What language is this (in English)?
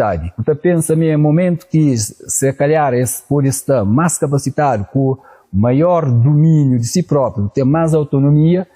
Kabuverdianu